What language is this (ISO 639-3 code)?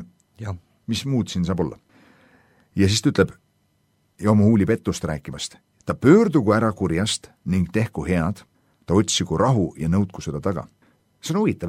est